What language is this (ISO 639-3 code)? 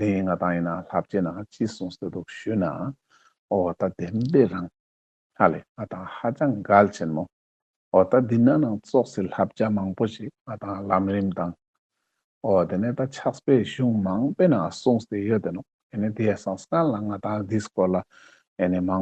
lbj